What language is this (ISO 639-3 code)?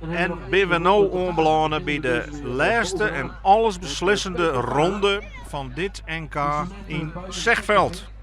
fry